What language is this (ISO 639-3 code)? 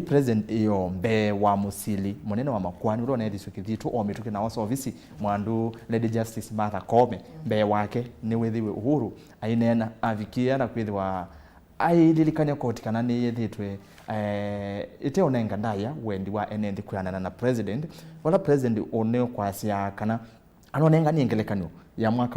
kam